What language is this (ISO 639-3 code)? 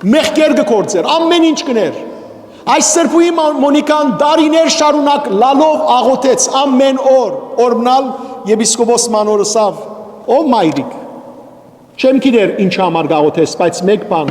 hyw